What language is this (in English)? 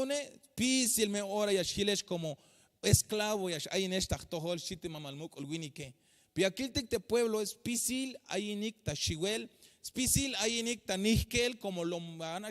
Tzeltal